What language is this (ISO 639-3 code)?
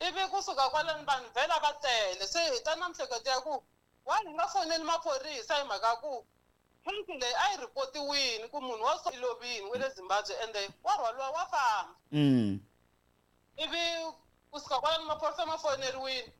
tso